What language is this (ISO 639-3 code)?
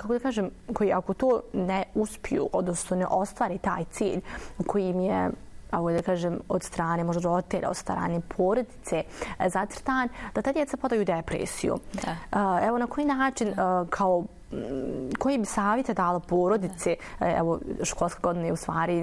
bos